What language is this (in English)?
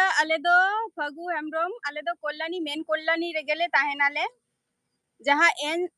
Santali